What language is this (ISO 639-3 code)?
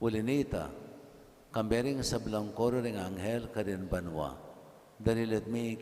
pam